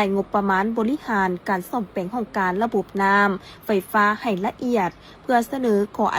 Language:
Lao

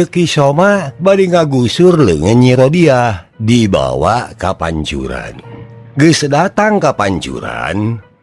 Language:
Sundanese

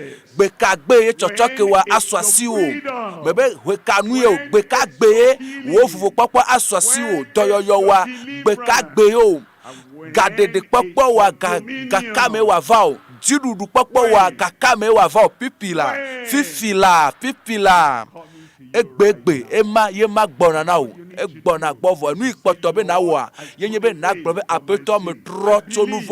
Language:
Ewe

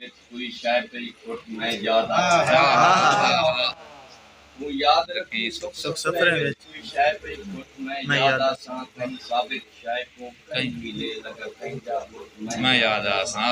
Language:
Saraiki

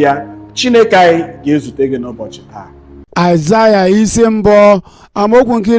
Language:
Igbo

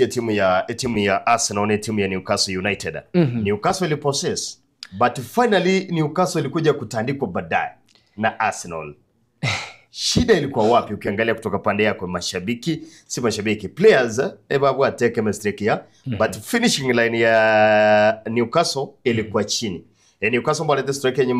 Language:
Gusii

